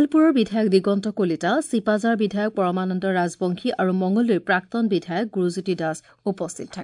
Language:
Assamese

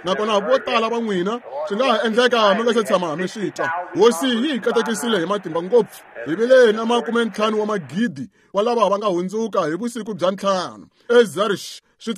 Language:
Tsonga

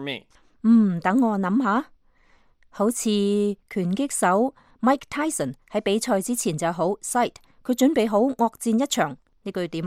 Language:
Cantonese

